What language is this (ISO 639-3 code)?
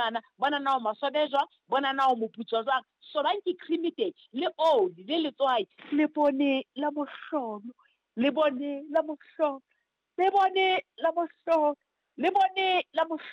sot